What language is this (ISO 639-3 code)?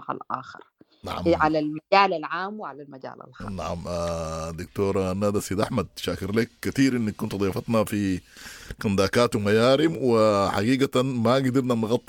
apd